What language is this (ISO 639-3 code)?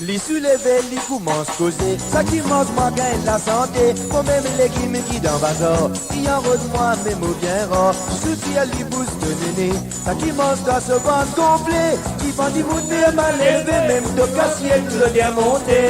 mfe